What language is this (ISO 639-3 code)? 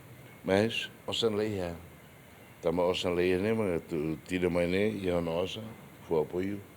tet